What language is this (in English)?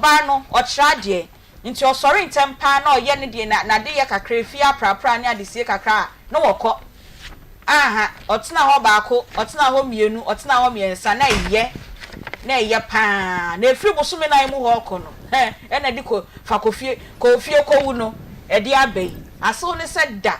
Akan